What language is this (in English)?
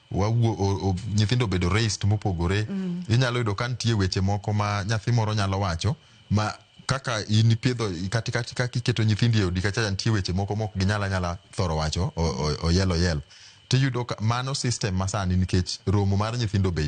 Luo (Kenya and Tanzania)